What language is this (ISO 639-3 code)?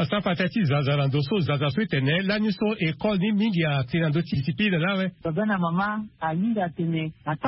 sag